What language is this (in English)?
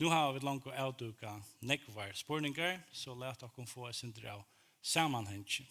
Faroese